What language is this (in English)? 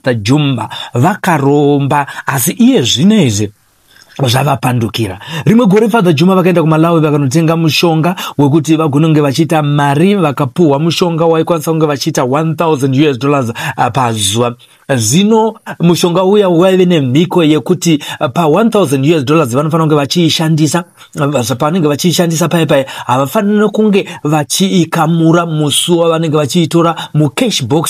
Shona